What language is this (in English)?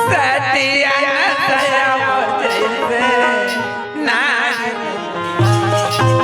Chhattisgarhi